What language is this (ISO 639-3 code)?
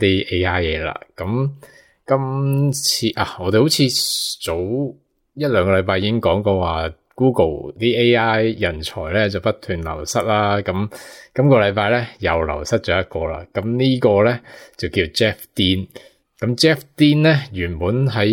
yue